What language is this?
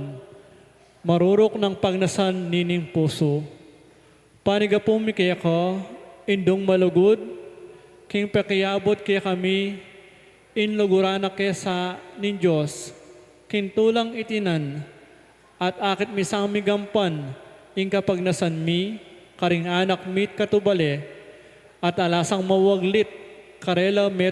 Pampanga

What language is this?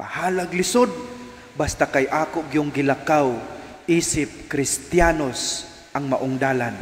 Cebuano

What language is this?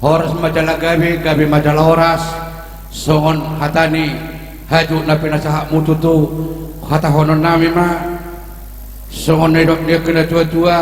Batak Toba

